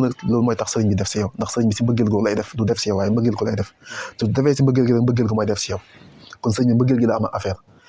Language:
Wolof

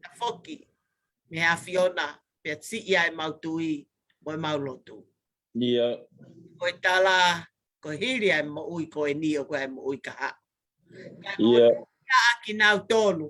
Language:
Tongan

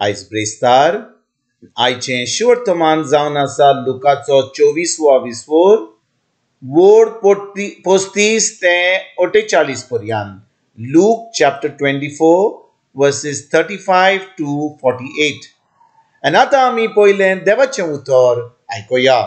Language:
Konkani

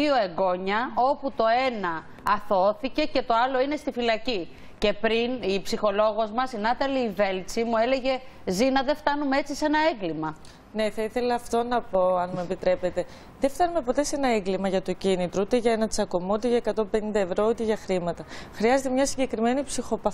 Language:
Greek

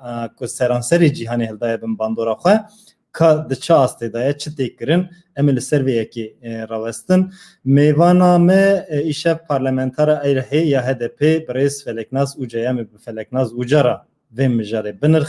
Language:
Kurdish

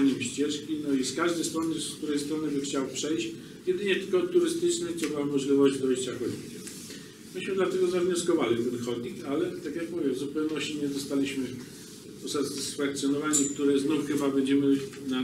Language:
Polish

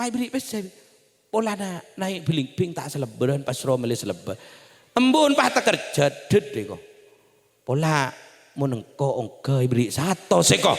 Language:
Madurese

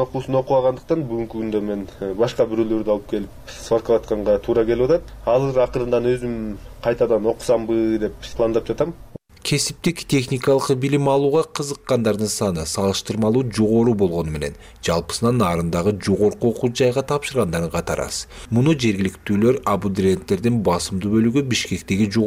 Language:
Kyrgyz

